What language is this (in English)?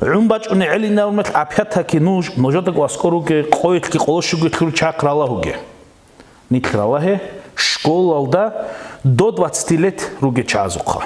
Avaric